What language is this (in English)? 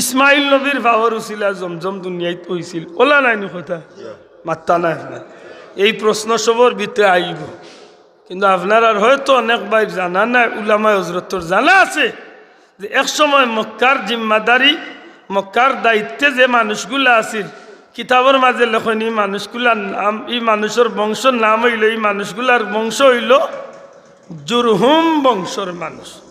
Sylheti